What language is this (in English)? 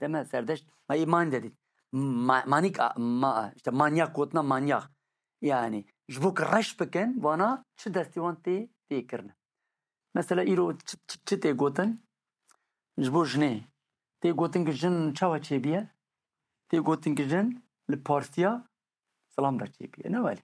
Kurdish